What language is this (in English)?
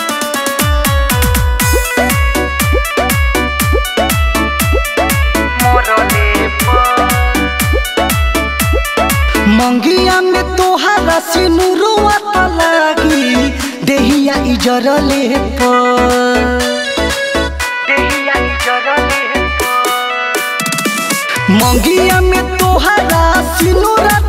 Bhojpuri